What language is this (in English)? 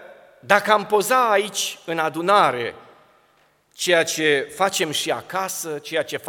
Romanian